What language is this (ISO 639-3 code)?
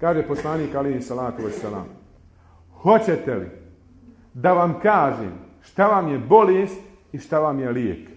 bos